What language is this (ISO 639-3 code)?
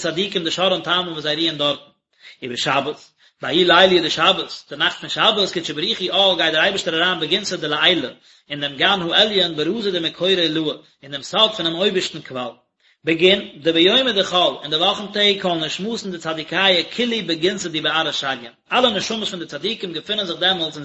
yid